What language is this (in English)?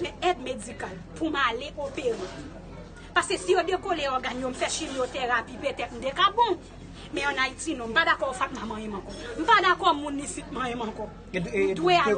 Haitian Creole